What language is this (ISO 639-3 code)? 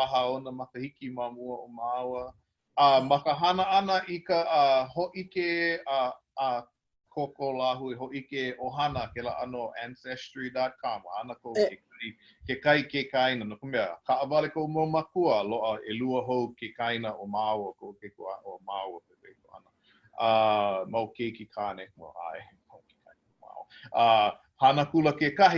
haw